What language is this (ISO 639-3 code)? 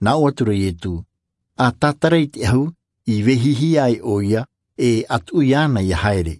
tah